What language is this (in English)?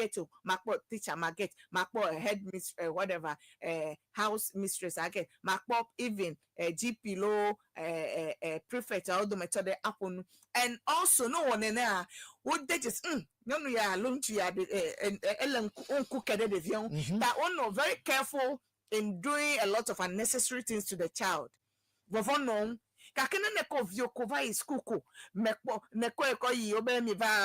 Ewe